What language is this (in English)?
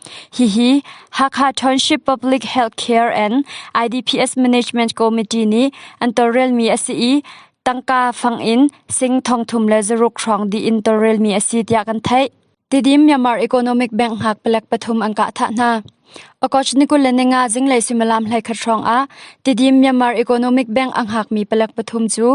Hakha Chin